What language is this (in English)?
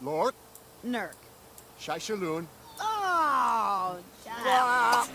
Bavarian